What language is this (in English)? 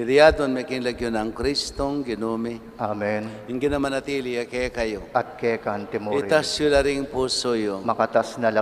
Pampanga